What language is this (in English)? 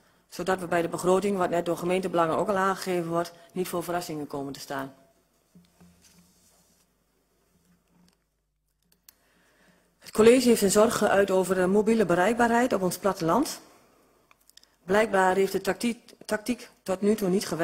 Dutch